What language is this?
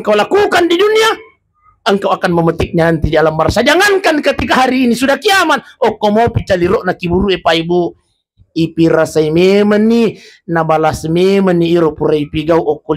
Buginese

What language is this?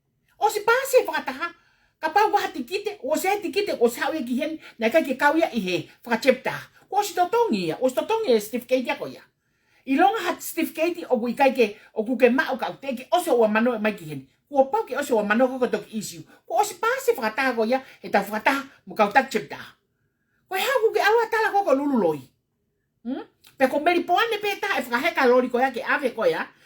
Tongan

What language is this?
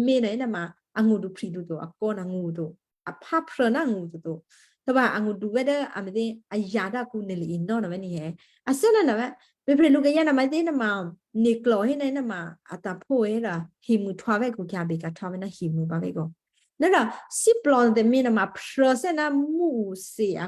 Western Kayah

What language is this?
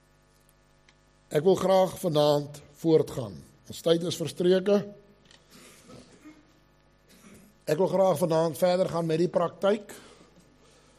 Afrikaans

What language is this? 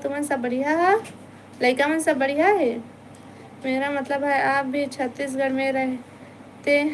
Chhattisgarhi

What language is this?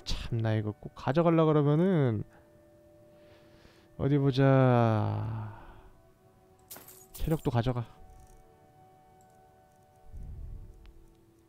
Korean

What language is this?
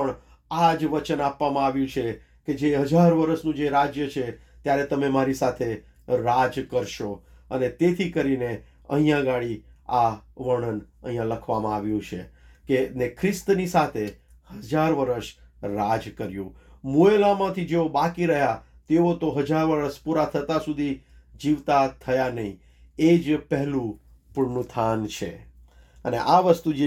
Gujarati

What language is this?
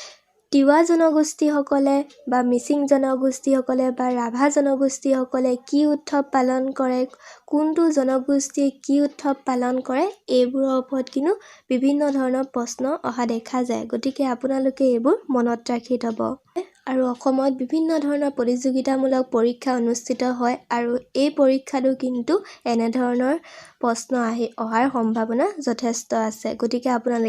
Assamese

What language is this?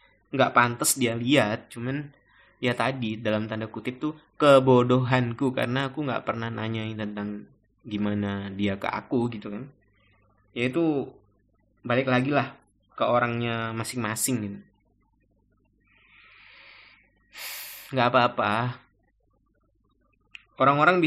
Indonesian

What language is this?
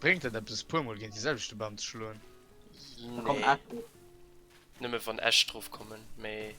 Luxembourgish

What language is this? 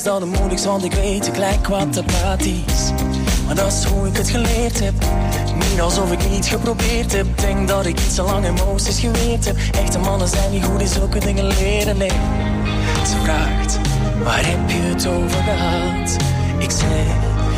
Dutch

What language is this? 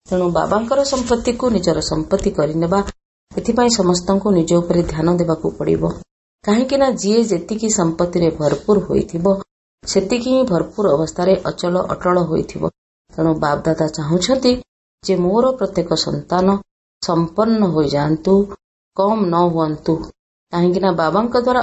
Odia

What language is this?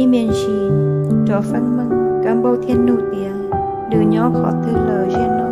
Hmong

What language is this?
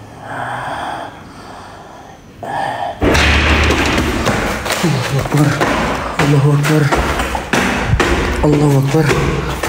Indonesian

